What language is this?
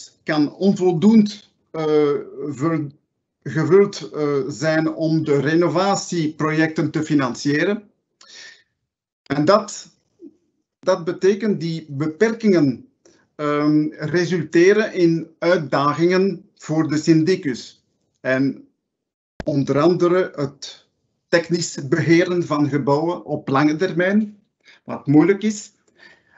Dutch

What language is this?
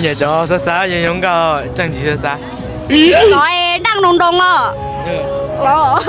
Hmong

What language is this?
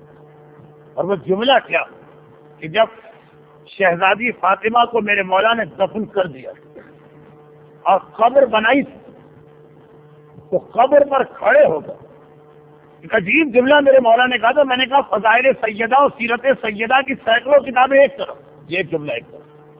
Urdu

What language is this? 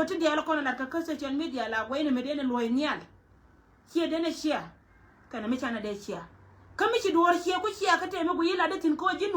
Nuer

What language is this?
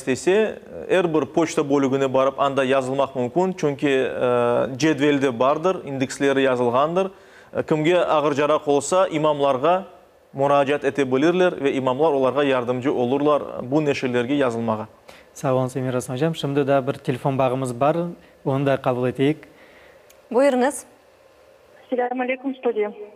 Crimean Tatar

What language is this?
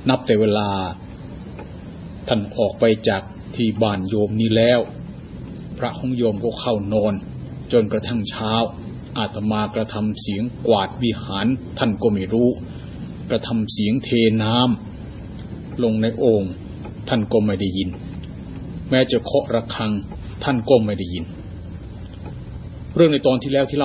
Thai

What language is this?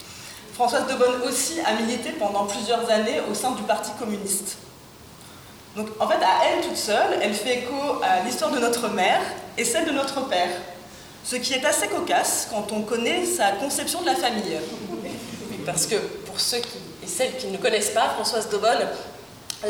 French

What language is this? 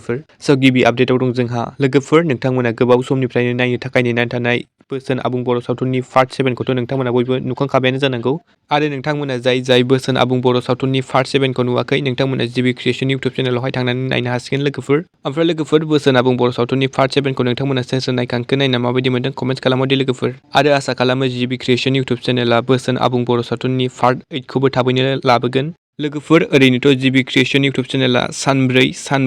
Bodo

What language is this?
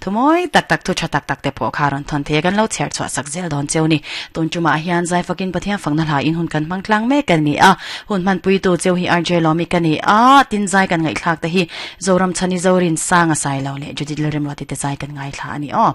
Mizo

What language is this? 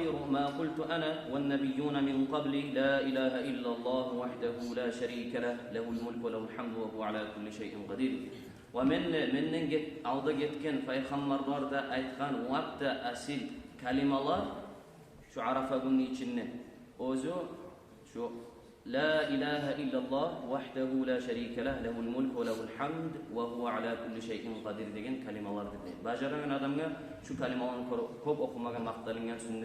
Kumyk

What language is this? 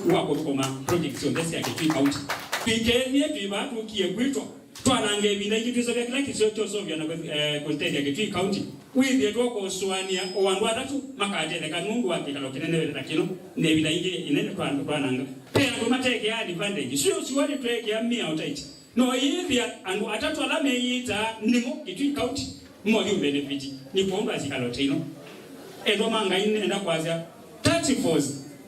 Kamba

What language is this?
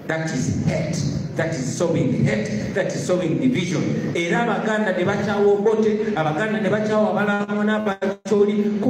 Ganda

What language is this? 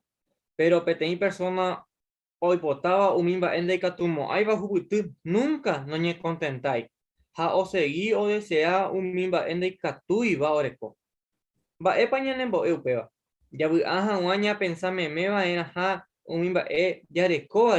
Guarani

